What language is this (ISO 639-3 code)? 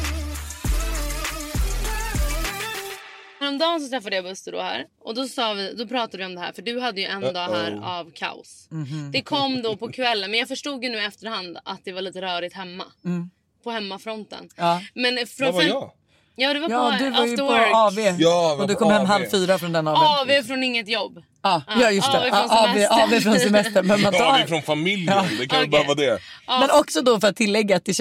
swe